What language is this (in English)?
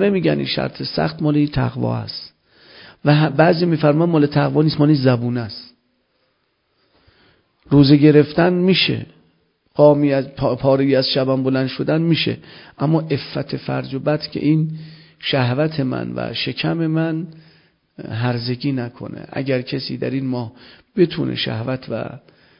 Persian